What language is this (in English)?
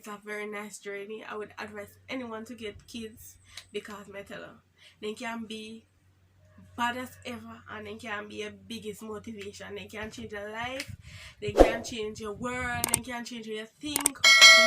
Jamaican Creole English